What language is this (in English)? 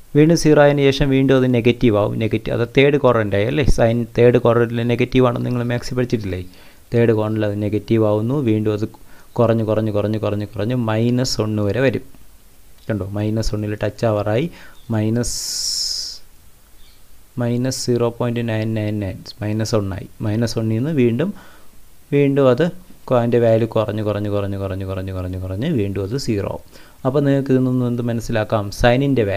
Malayalam